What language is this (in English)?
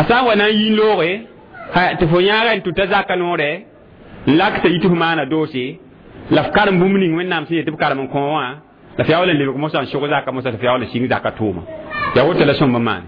Mossi